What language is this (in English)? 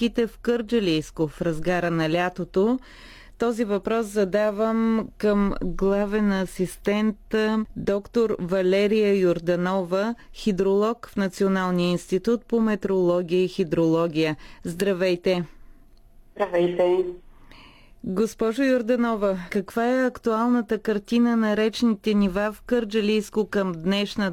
Bulgarian